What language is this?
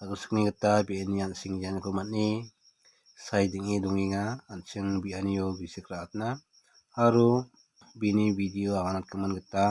Garo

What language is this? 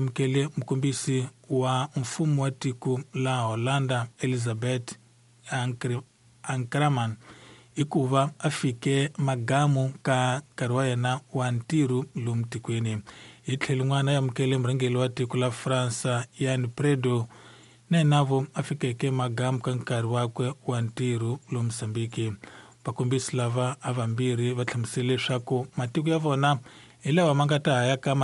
Tsonga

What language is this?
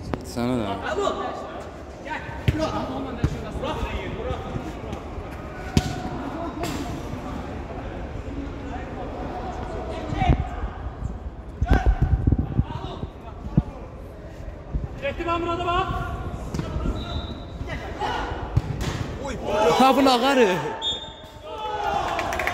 Turkish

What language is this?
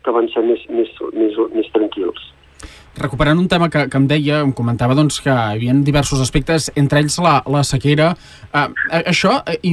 Catalan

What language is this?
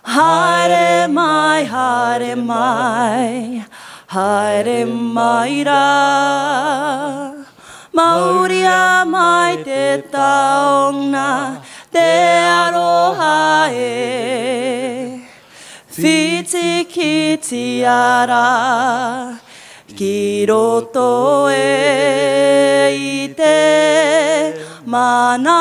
Māori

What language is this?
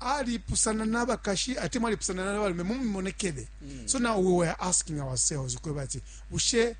Bemba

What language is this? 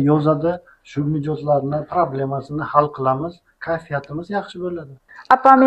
Uzbek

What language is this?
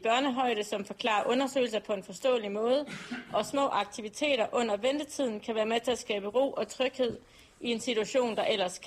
Danish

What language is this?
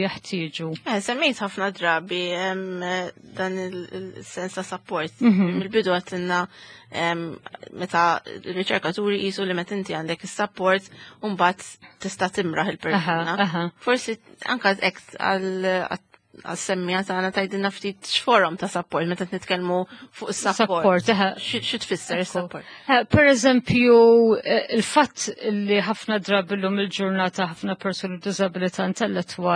Maltese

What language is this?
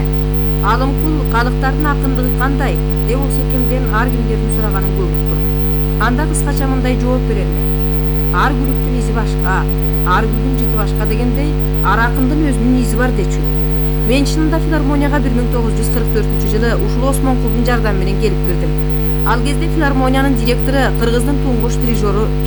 Kyrgyz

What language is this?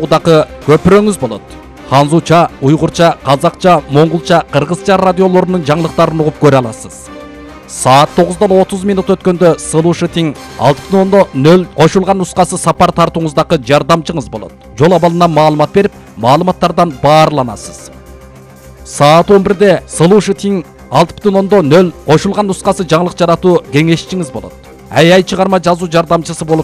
Kyrgyz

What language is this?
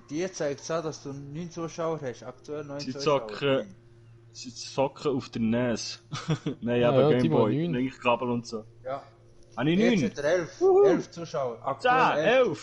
Swiss German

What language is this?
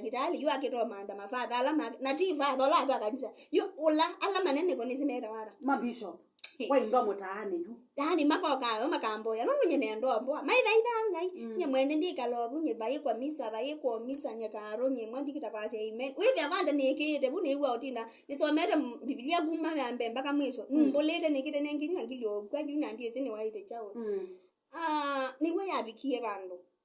Kamba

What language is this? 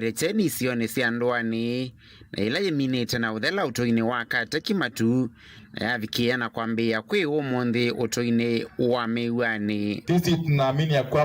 Kamba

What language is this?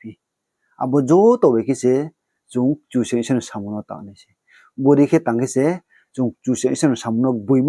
Riang (India)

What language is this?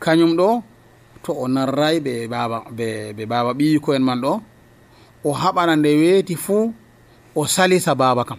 Nigerian Fulfulde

